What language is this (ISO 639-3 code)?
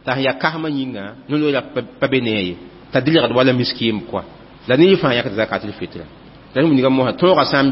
mos